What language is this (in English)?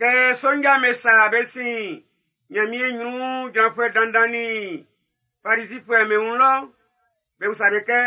Baoulé